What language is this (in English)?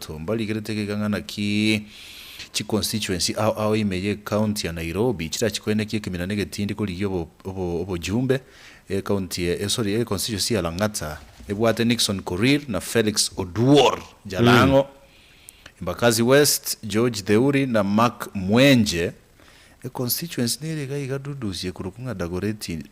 Gusii